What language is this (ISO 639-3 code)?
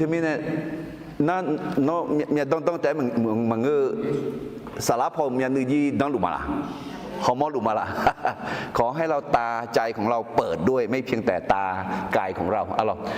ahk